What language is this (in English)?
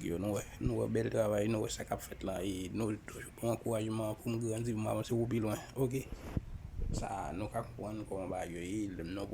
Haitian Creole